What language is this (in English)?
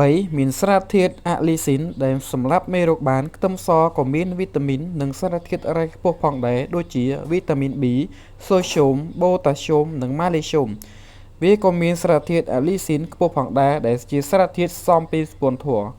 Khmer